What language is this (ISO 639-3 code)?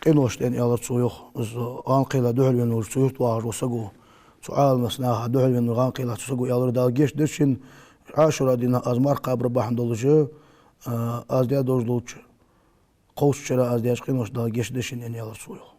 inh